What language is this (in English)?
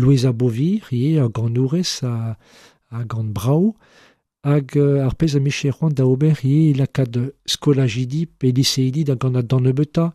Breton